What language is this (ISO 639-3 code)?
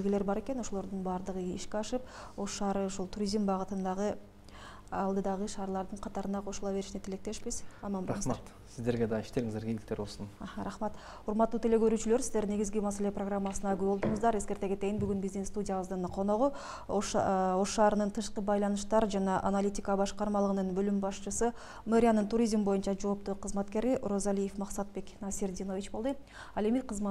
kir